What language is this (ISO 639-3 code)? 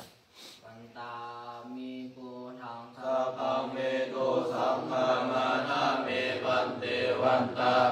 pli